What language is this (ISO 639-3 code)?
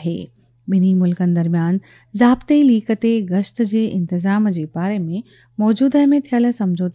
snd